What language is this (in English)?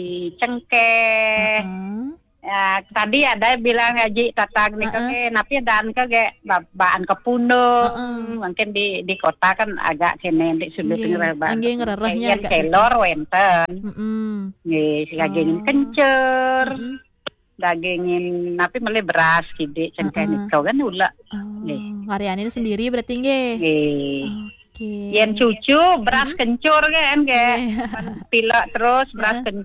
Balinese